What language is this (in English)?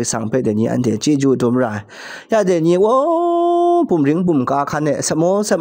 Kachin